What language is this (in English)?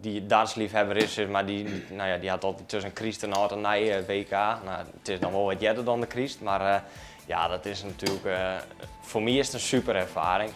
Western Frisian